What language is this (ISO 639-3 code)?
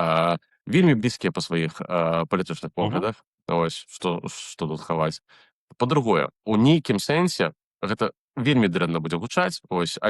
bel